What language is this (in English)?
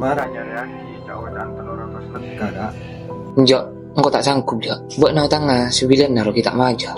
Madurese